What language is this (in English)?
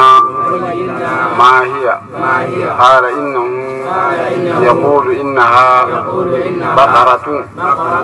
Arabic